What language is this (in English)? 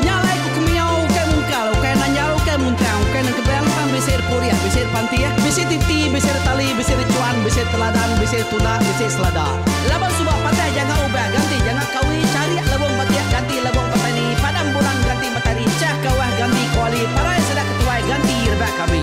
Iban